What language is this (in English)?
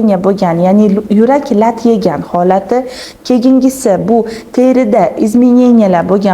Uzbek